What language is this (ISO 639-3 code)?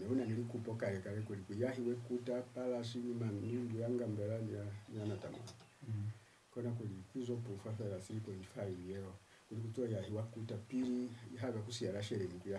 loz